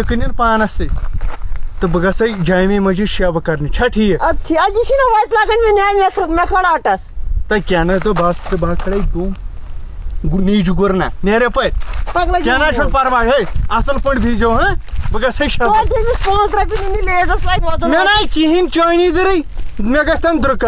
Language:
Kashmiri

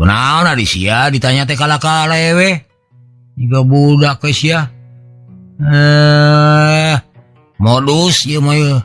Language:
Sundanese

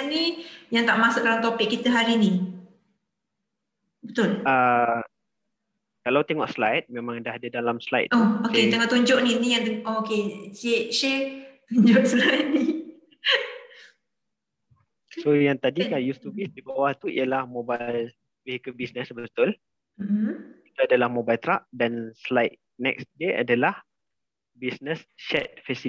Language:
Malay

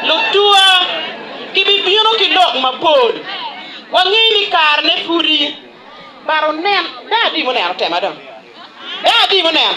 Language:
Acoli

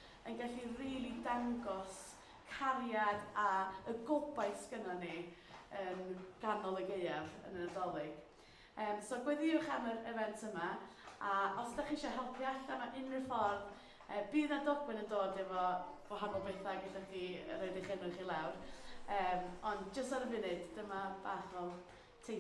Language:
Welsh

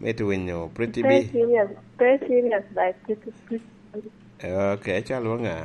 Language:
Lango (Uganda)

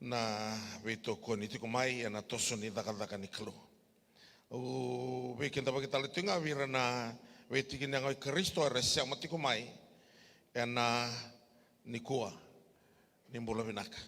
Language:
Fijian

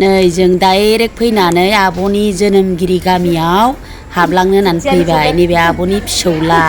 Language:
Bodo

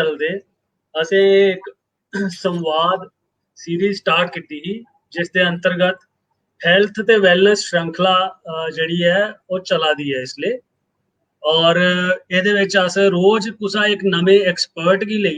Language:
Dogri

